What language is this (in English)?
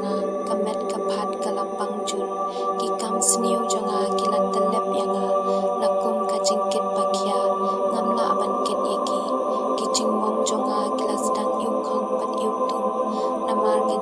Khasi